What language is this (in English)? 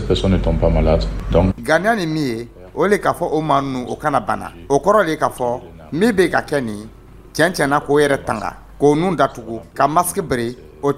Dyula